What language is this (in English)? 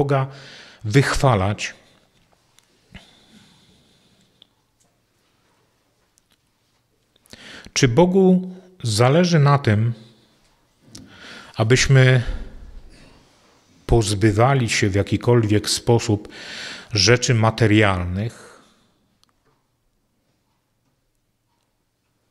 Polish